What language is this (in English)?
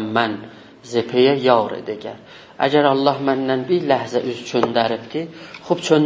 South Azerbaijani